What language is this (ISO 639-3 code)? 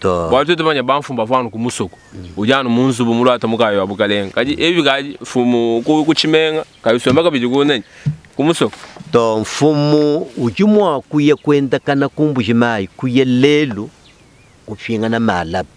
lua